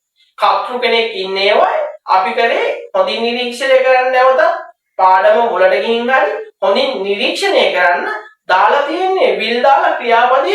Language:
Sinhala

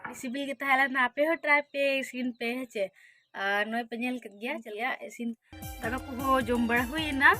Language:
Santali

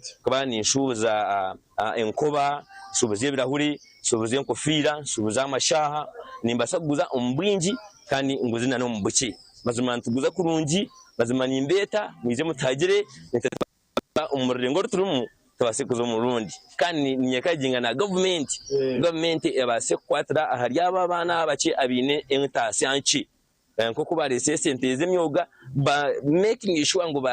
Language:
Nyankole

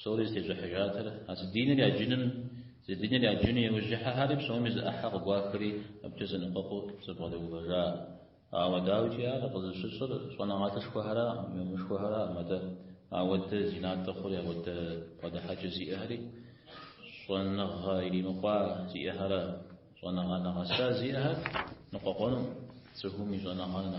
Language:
Kabardian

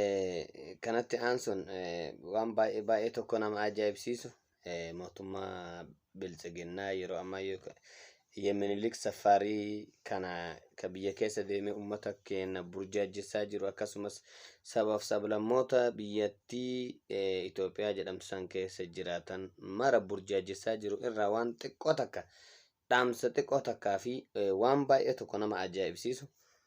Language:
Oromo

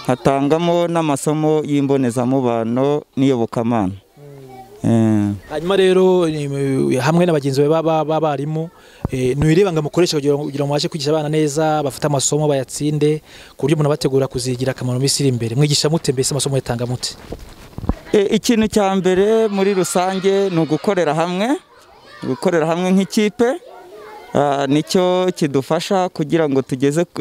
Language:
Kinyarwanda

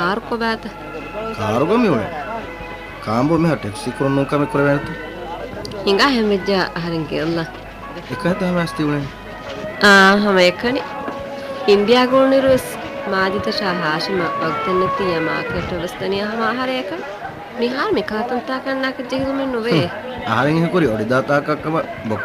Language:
Divehi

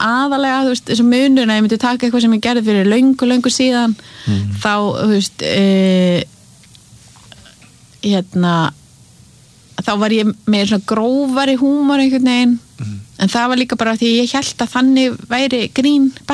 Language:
Icelandic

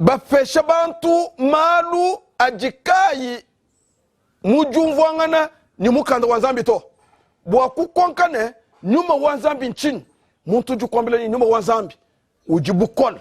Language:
Luba-Lulua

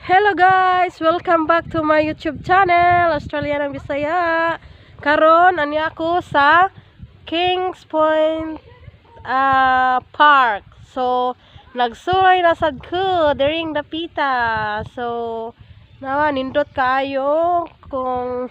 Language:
Cebuano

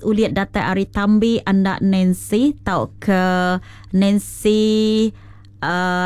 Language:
Iban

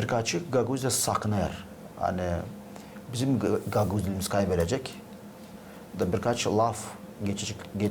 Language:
Gagauz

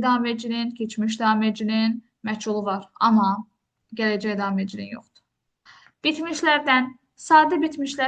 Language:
Azerbaijani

